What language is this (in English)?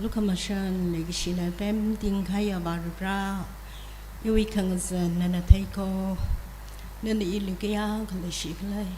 Tangkhul Naga (India)